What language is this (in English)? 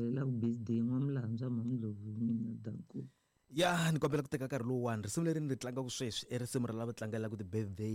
Tsonga